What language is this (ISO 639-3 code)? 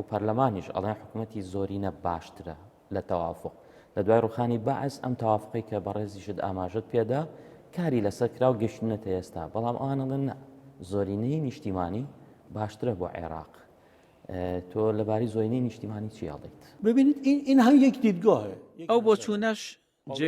ckb